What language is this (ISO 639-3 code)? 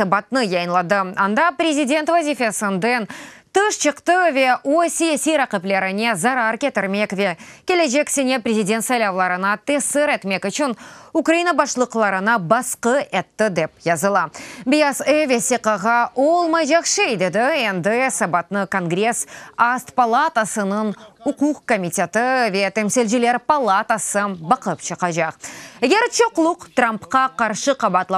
crh